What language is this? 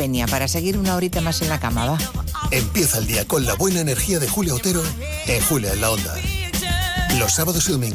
Spanish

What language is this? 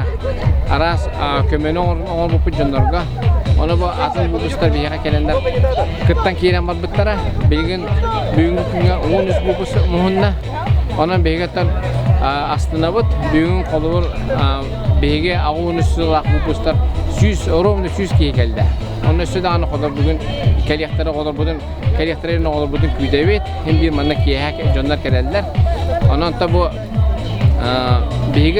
Yakut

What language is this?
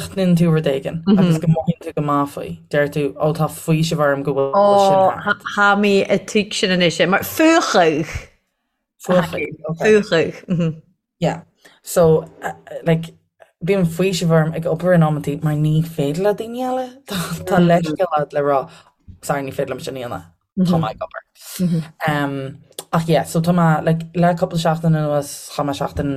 Irish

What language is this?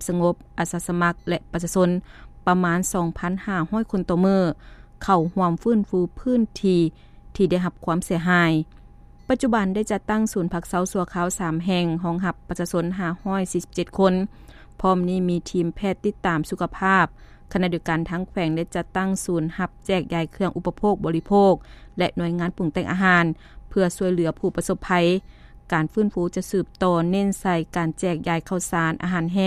Lao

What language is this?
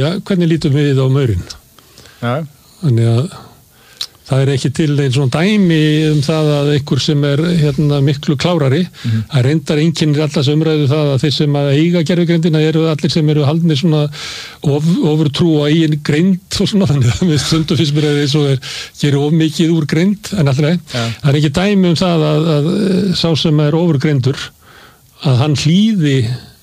Icelandic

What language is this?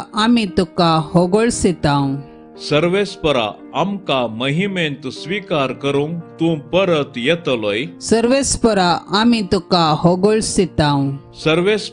Konkani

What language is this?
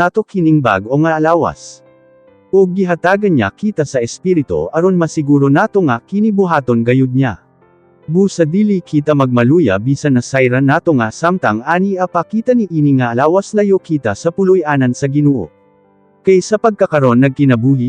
Cebuano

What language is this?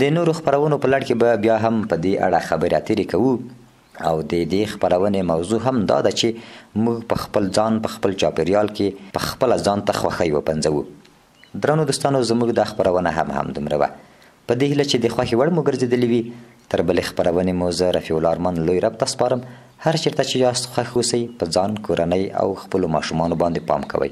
Pashto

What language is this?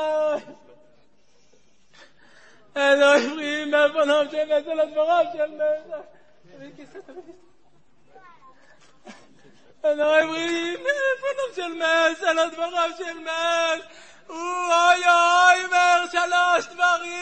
Hebrew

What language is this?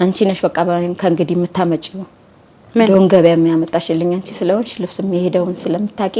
Amharic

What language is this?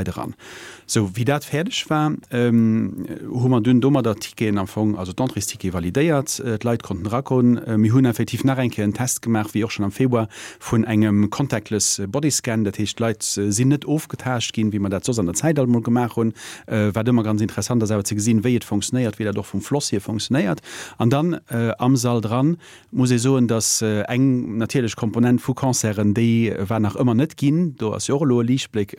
Luxembourgish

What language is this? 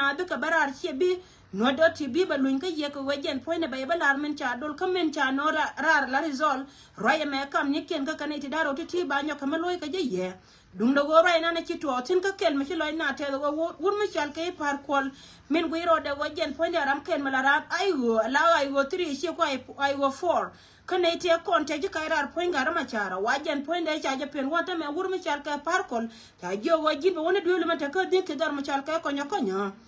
Nuer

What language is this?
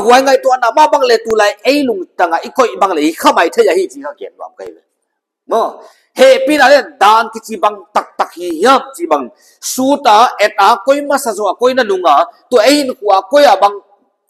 Paite Chin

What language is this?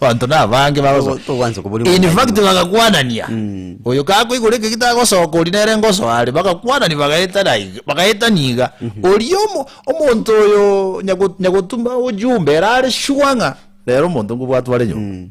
Gusii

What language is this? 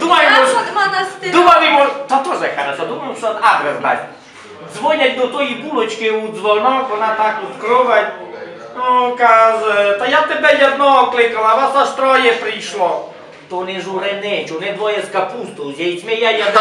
Rusyn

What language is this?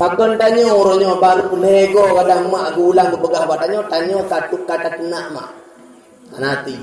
Achinese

